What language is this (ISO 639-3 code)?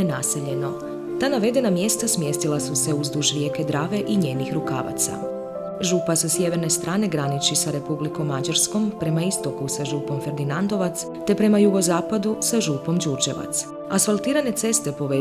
hrv